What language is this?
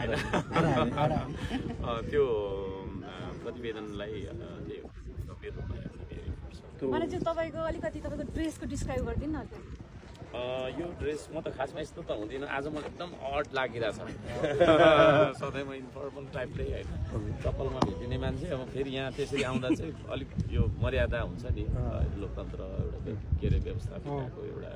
Nepali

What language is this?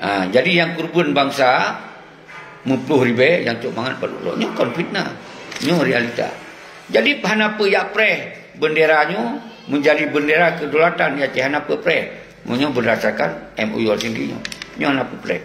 Achinese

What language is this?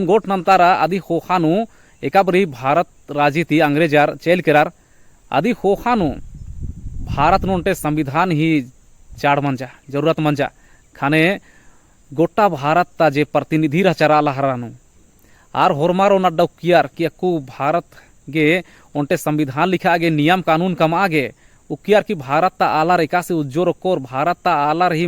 Kurukh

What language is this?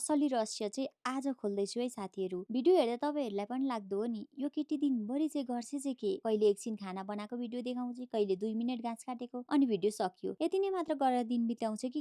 Nepali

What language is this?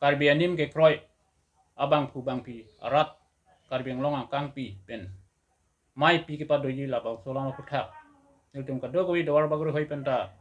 Karbi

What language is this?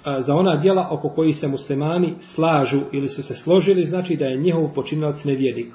Bosnian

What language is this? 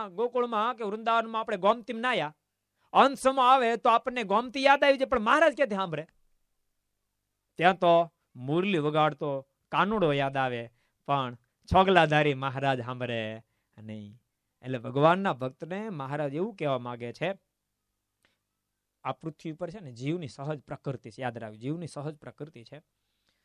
Gujarati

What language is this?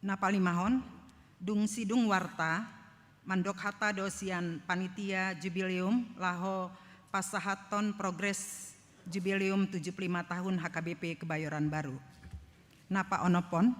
Batak Toba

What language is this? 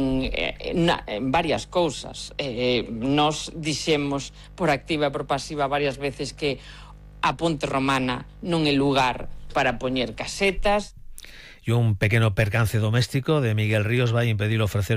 Galician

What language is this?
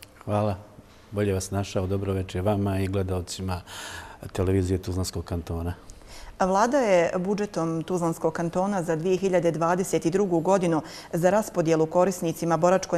Bosnian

